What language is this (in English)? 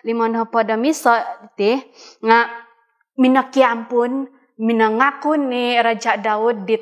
Central Dusun